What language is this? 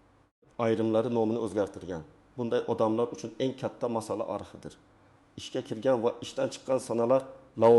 Uzbek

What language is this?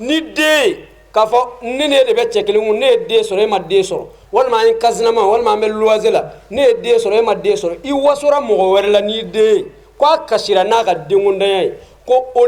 Bambara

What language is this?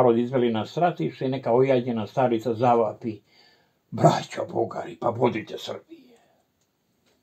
Serbian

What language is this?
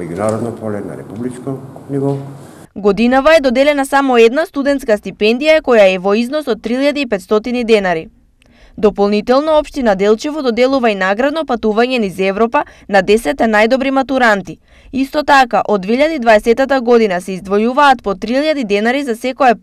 Macedonian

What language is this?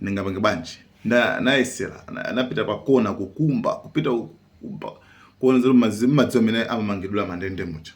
Nyanja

